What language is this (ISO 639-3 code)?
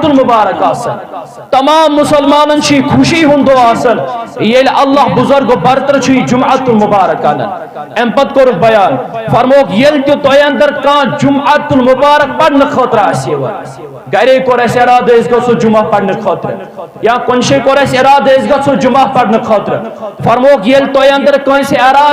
kas